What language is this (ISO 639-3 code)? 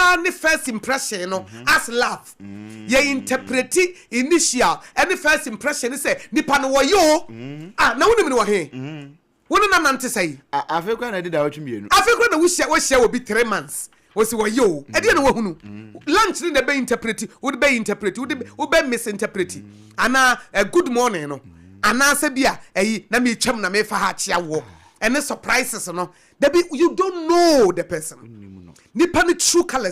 aka